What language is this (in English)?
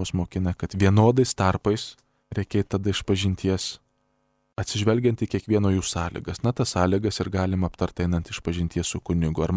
Lithuanian